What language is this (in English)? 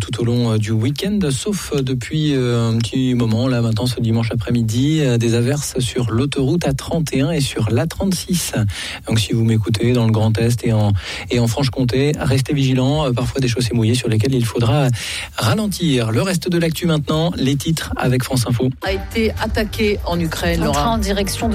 French